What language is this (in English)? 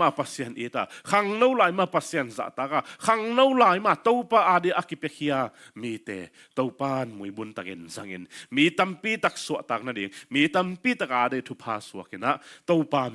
Tedim Chin